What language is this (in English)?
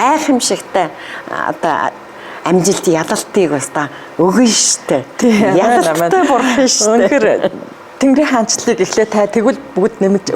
Mongolian